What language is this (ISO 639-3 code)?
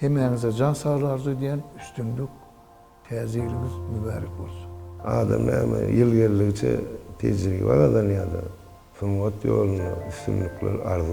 tuk